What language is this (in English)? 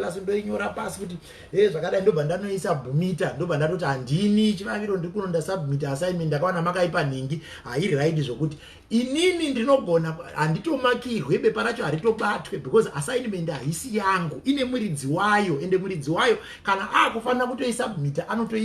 Shona